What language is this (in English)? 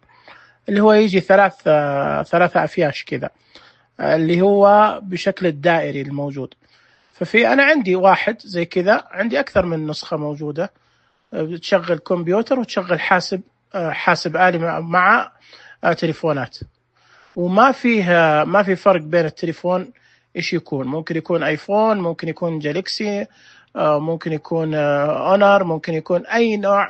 Najdi Arabic